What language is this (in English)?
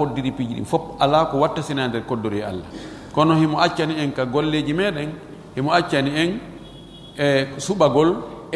Fula